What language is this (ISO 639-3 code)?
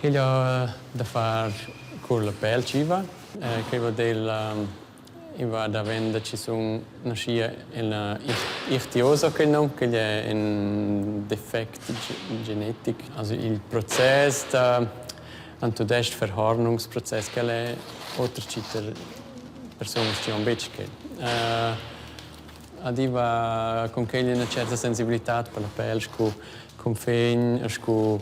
roh